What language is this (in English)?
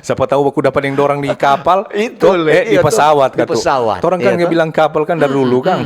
Manado Malay